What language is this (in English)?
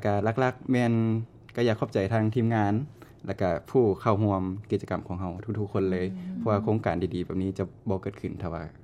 Lao